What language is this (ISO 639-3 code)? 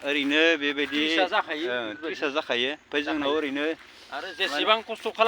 brx